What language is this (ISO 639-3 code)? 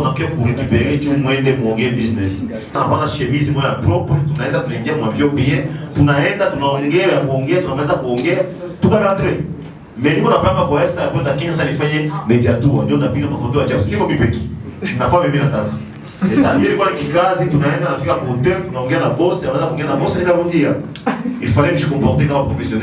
swa